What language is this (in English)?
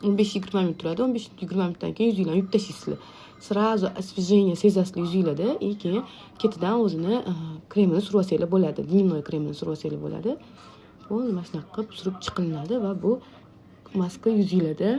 Uzbek